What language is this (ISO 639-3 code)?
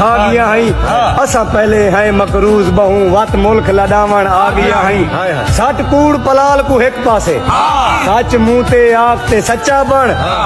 skr